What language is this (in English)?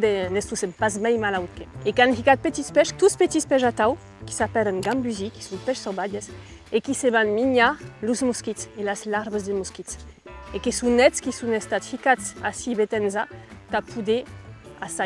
Occitan